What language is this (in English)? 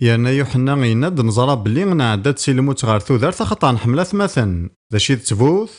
Kabyle